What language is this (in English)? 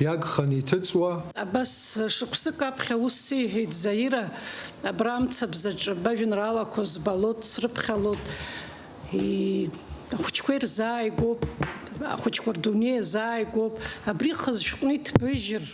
Abkhazian